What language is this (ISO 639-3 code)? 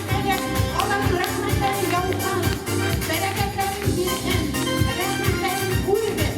bak